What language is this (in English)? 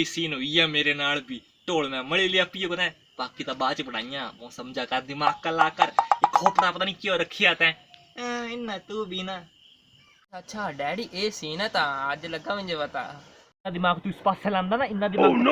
Dogri